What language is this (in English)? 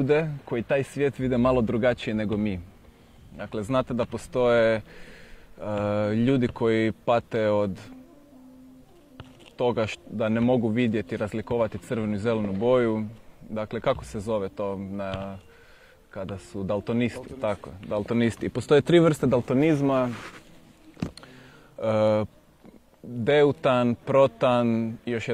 Croatian